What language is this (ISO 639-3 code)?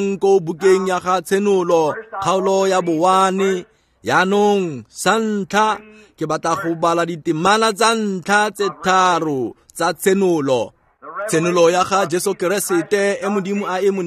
tsn